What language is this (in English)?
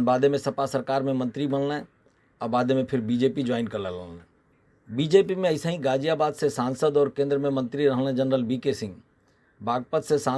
Bhojpuri